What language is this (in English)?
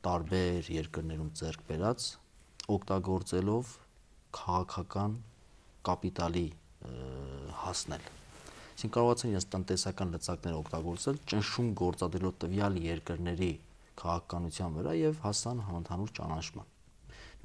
Armenian